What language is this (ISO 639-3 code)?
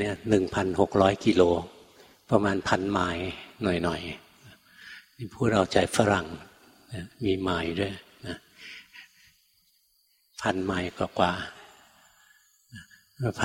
tha